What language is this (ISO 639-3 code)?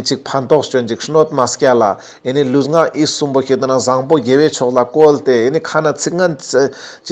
lbj